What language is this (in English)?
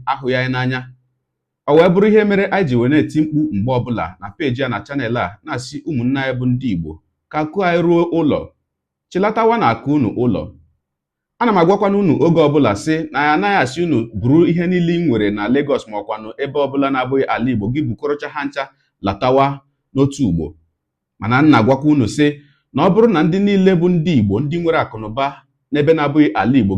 Igbo